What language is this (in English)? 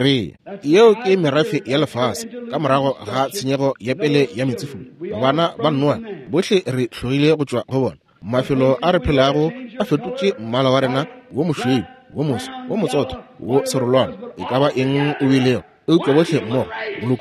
Northern Sotho